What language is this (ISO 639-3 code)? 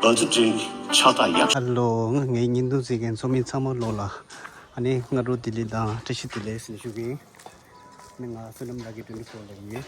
bod